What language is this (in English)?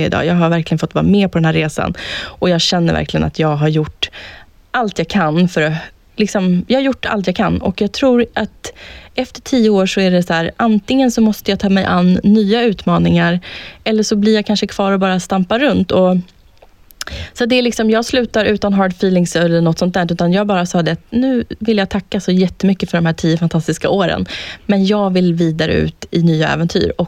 Swedish